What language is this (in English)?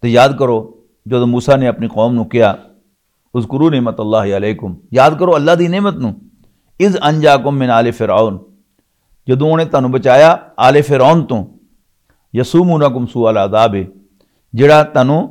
Western Panjabi